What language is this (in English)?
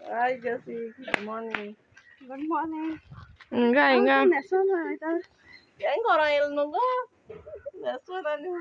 Konkani